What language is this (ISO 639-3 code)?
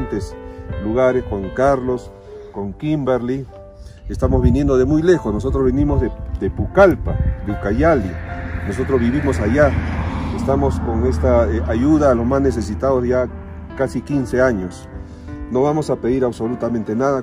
spa